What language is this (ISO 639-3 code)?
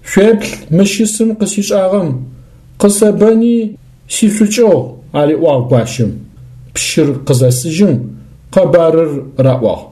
ady